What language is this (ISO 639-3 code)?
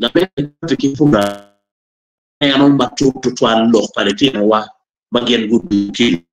ach